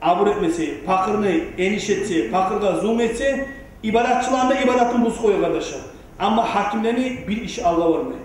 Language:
Kumyk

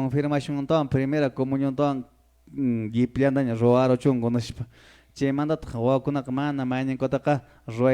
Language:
Quechua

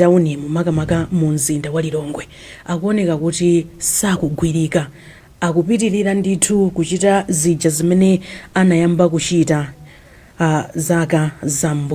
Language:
Nyanja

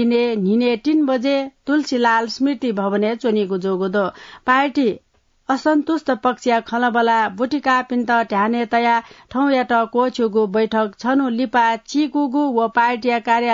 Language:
Newari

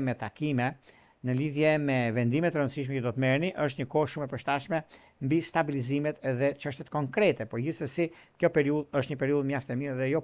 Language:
Albanian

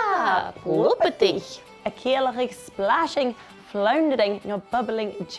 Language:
Scottish Gaelic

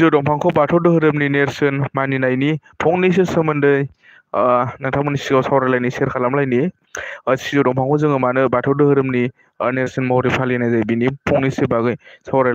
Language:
Bodo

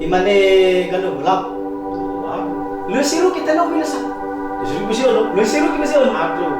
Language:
Nias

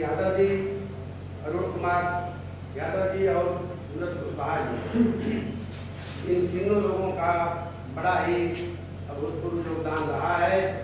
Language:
Hindi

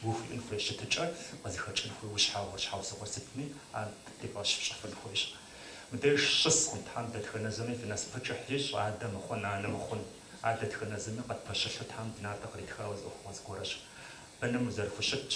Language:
Kabardian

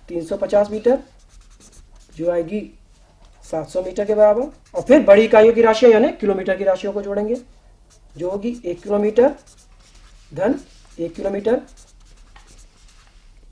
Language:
Hindi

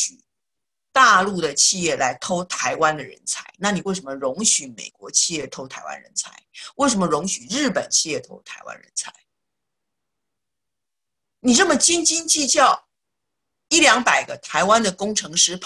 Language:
Chinese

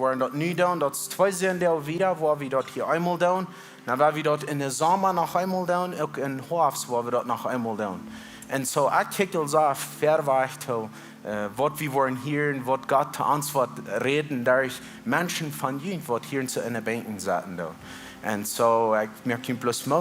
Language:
Plautdietsch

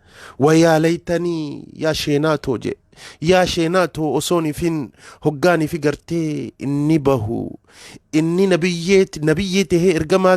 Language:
Oromo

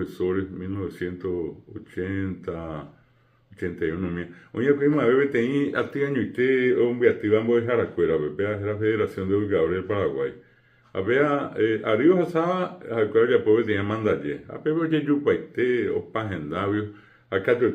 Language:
Guarani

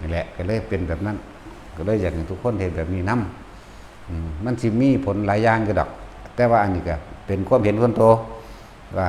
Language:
Northeastern Thai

